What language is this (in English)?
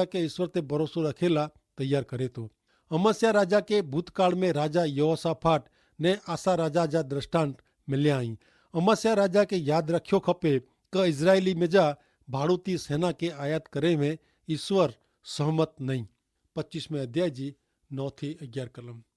Kachhi